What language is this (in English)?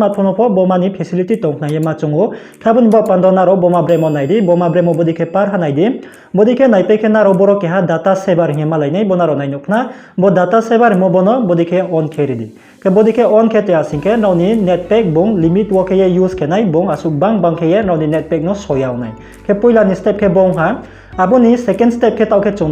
Riang (India)